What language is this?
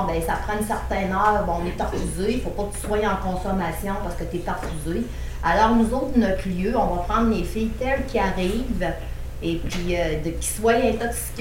French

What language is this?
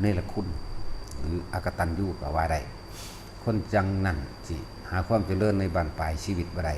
Northeastern Thai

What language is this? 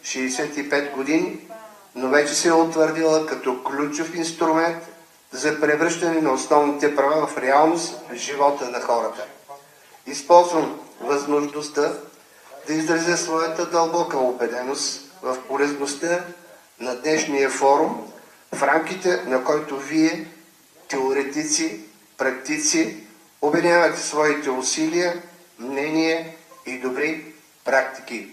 Bulgarian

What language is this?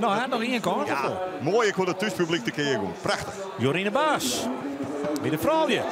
Western Frisian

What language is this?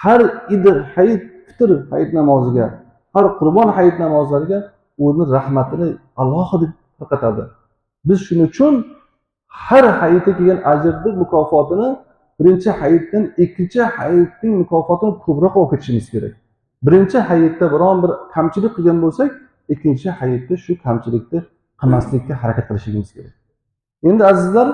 Uzbek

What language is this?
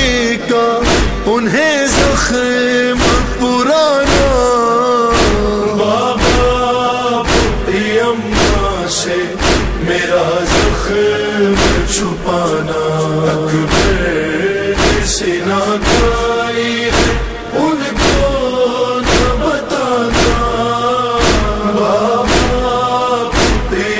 Urdu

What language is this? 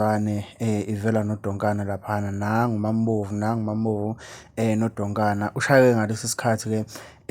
Zulu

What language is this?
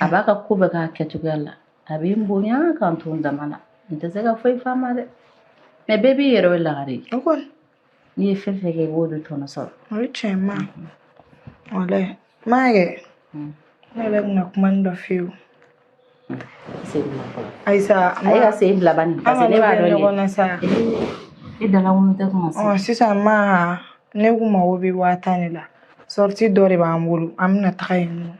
Bambara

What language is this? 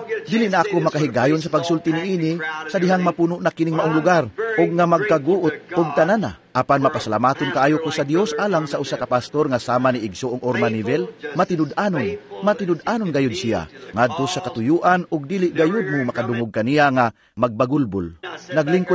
Cebuano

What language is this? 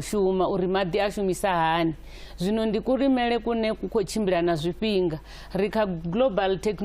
Venda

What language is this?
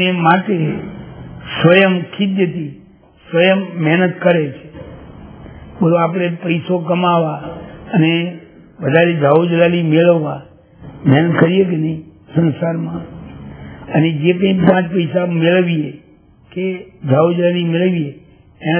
Gujarati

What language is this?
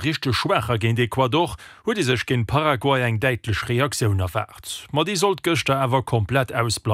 Luxembourgish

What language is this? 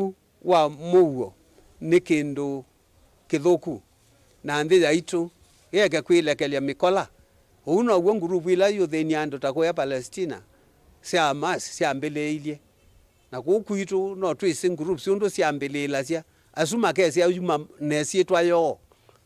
Kamba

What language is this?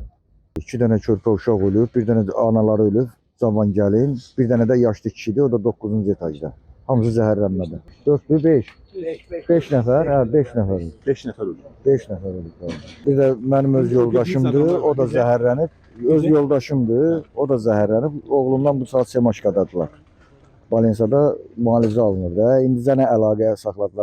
Azerbaijani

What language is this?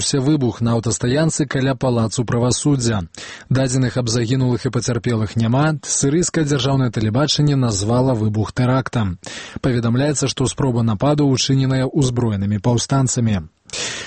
Belarusian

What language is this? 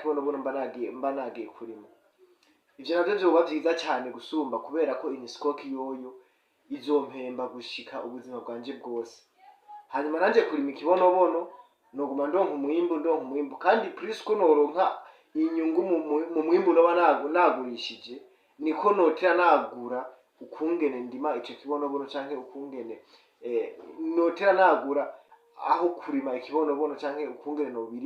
Rundi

